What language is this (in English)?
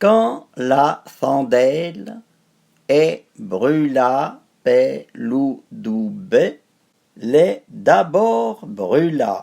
Arpitan